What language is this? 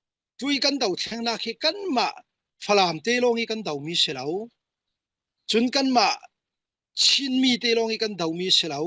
Falam Chin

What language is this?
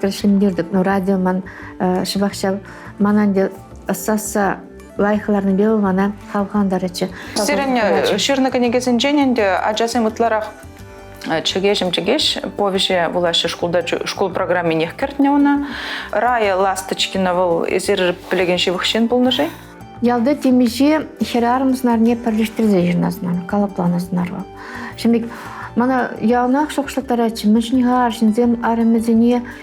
Chuvash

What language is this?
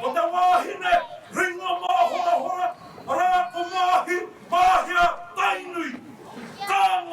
Māori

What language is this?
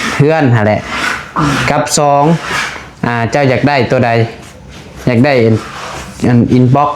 Northeastern Thai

